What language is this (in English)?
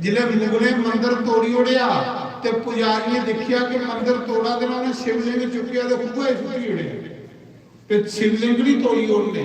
Dogri